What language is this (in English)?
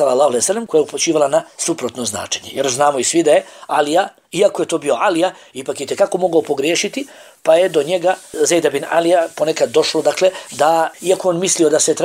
Bosnian